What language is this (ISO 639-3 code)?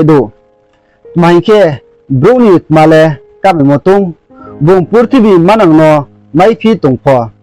ria